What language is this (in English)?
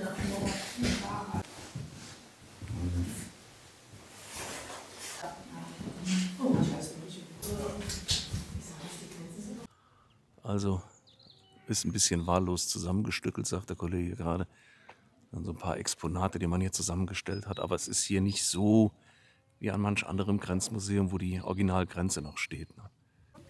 German